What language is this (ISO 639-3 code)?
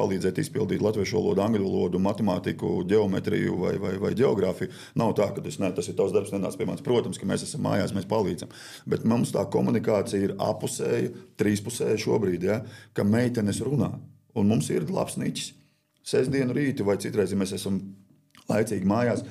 lav